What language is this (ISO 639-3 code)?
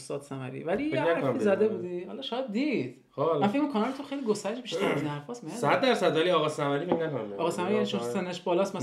fas